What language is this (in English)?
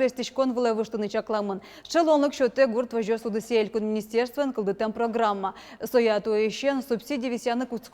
Udmurt